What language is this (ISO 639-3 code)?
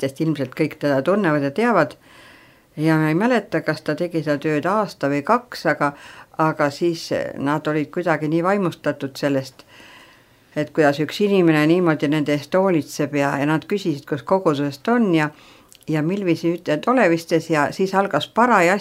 est